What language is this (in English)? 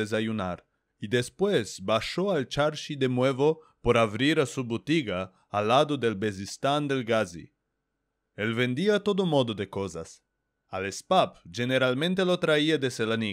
Ladino